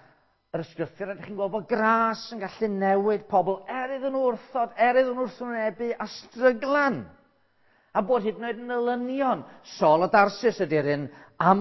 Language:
Welsh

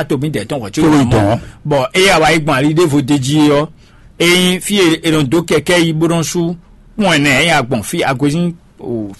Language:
Fon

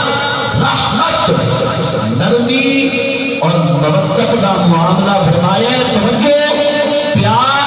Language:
Saraiki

